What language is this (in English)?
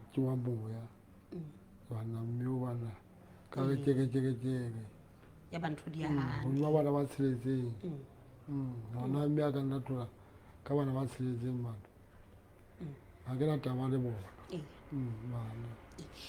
Southern Sotho